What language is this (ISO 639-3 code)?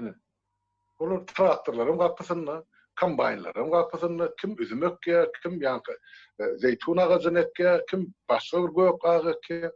tuk